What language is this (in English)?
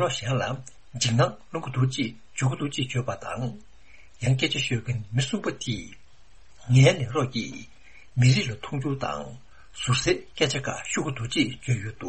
Tibetan